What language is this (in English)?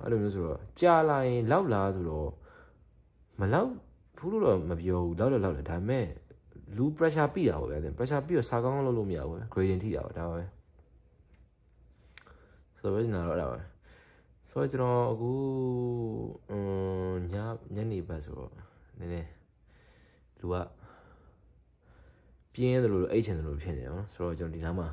Burmese